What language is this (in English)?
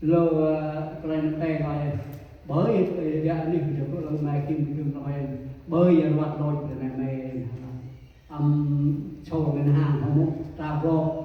Central Mnong